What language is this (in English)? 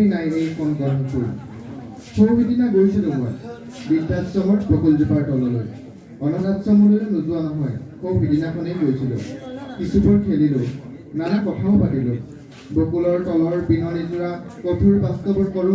Assamese